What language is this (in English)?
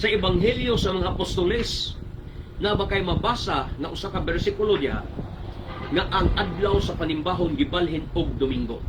Cebuano